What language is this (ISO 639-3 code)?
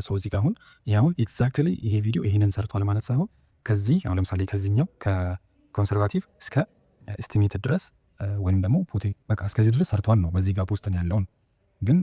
amh